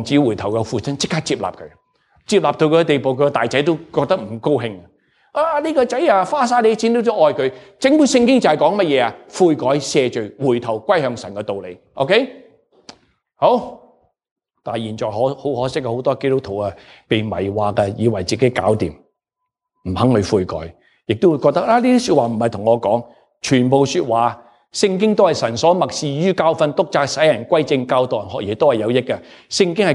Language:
Cantonese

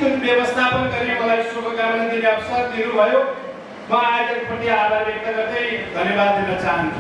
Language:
Nepali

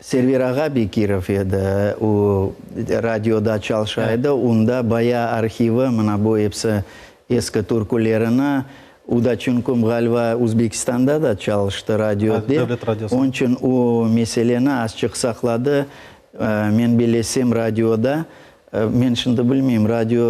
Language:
Crimean Tatar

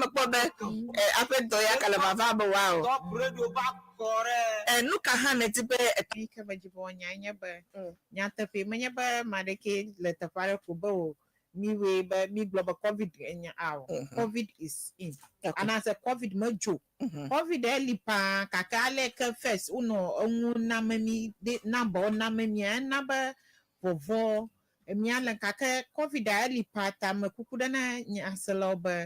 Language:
Ewe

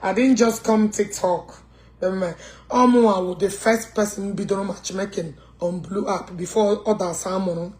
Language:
Igbo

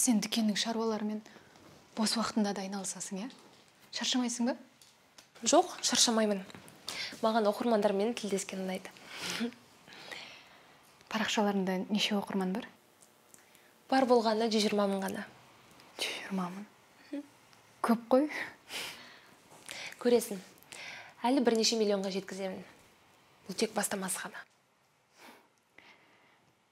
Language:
Kazakh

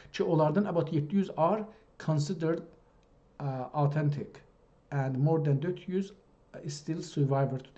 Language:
South Azerbaijani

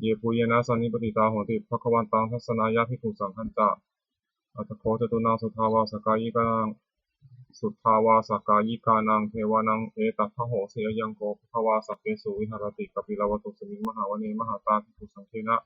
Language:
Pali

